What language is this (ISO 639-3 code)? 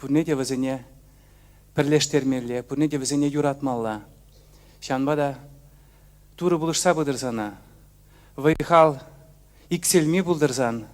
chv